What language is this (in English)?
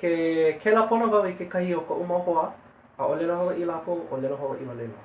Hawaiian